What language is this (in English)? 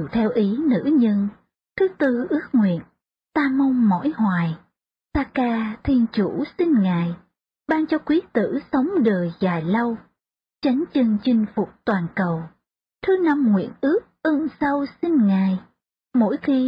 Vietnamese